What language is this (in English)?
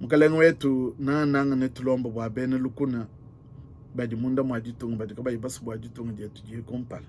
Luba-Lulua